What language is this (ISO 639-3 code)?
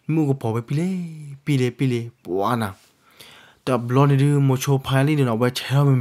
ksw